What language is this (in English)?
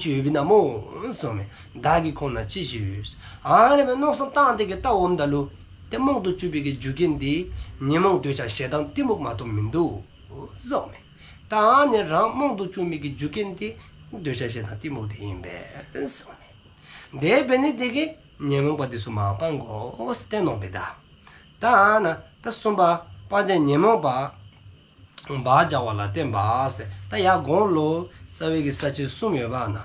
Dzongkha